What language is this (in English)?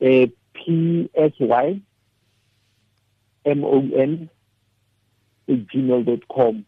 Tswana